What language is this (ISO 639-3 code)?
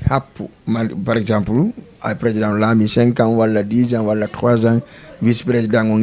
ful